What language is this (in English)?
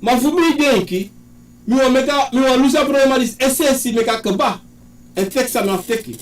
Sranan Tongo